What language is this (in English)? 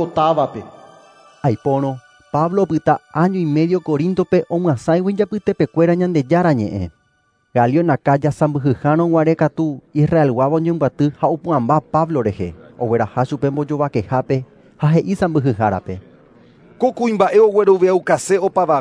Guarani